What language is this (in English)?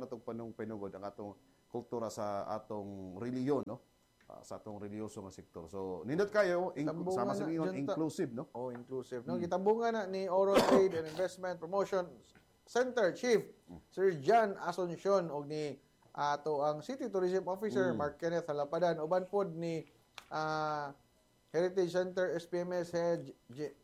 Cebuano